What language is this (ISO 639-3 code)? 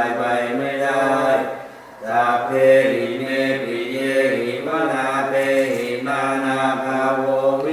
pli